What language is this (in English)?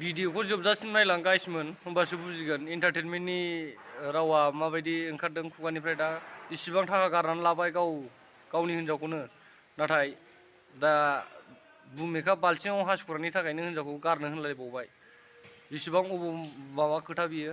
Bodo